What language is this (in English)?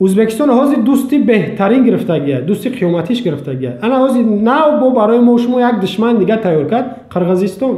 Tajik